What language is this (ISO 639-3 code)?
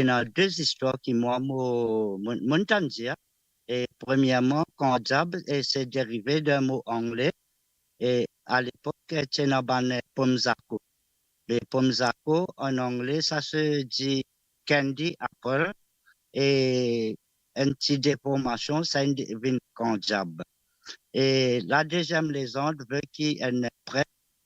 mfe